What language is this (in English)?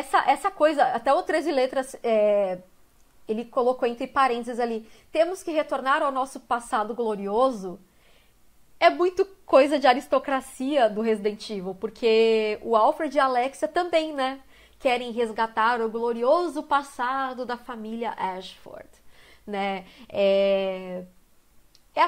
Portuguese